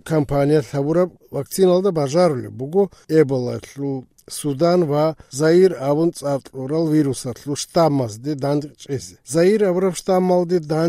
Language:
Avaric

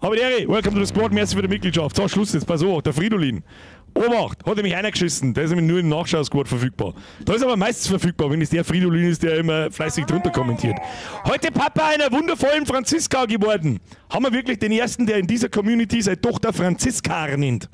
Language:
Bavarian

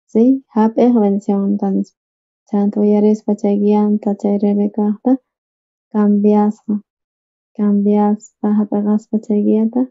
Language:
South Bolivian Quechua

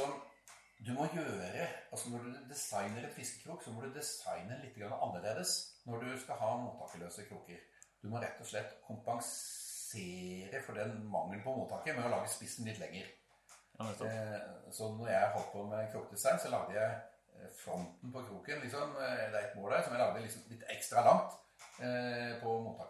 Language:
Norwegian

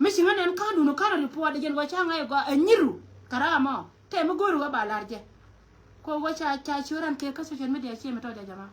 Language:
Nuer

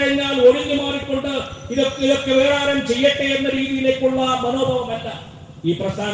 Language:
Malayalam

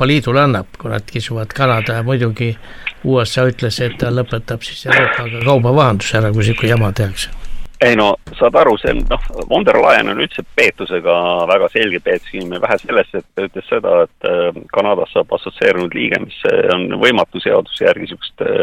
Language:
Estonian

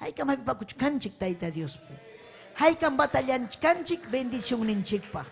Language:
Ayacucho Quechua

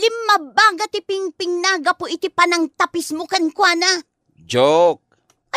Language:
Iloko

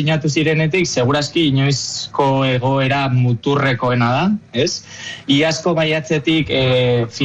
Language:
Basque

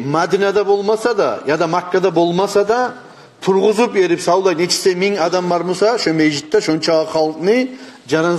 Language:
Kumyk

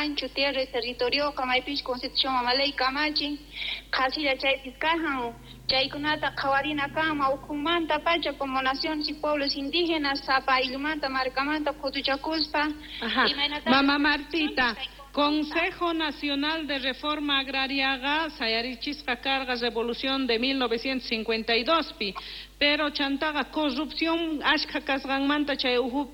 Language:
South Bolivian Quechua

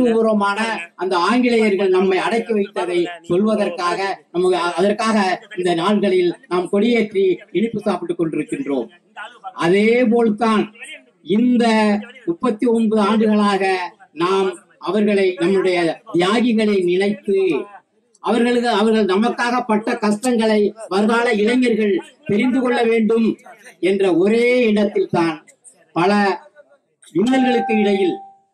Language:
Tamil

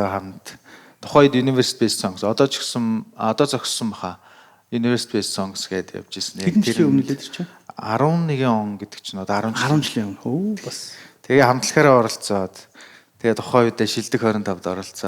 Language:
Mongolian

